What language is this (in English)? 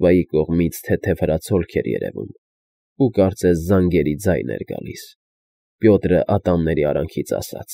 Armenian